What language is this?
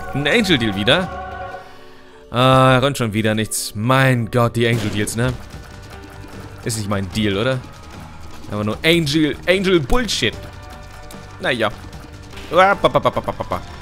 German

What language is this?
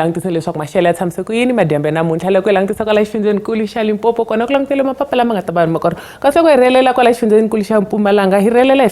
Tsonga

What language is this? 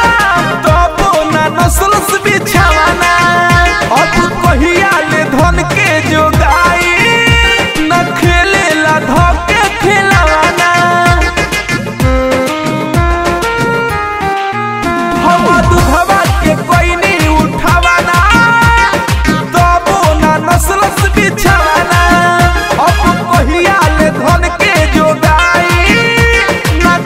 Bhojpuri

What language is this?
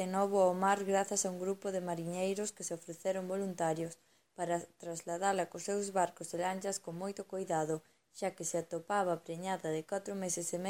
Galician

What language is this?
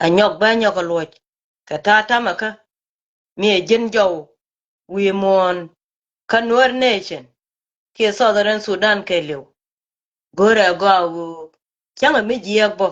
Nuer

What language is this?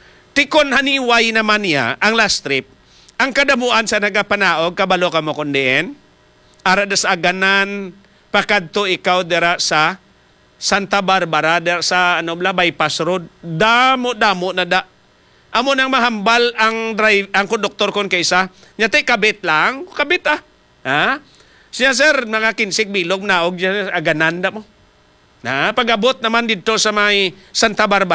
Hiligaynon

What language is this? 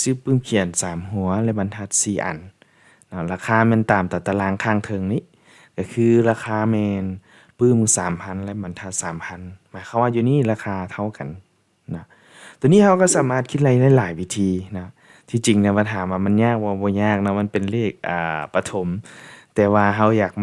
Lao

